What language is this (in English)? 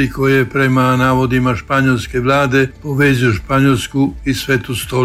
Croatian